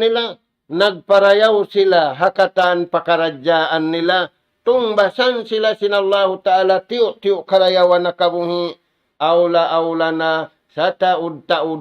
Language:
Tausug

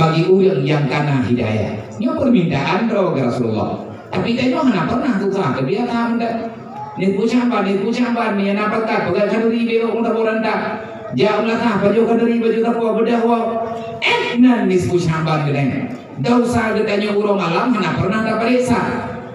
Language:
Achinese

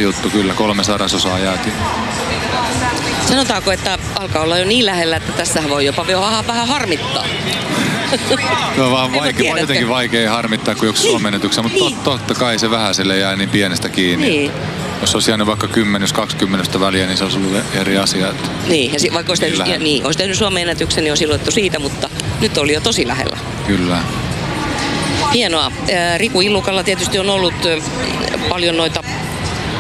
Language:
Finnish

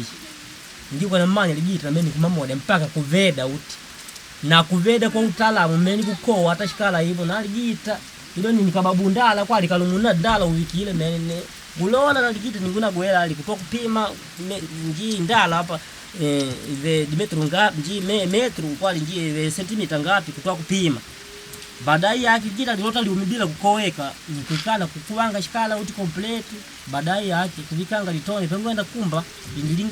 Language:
Makonde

